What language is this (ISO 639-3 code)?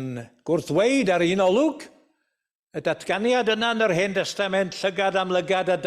cym